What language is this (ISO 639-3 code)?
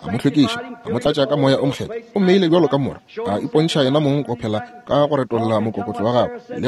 nso